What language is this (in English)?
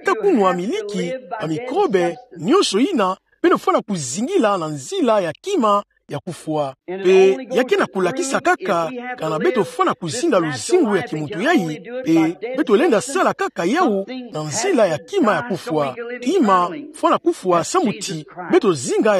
Kituba (Democratic Republic of Congo)